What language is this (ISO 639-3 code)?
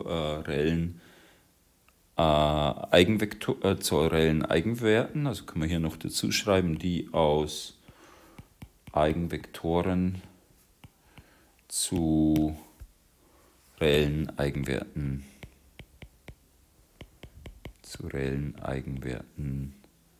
deu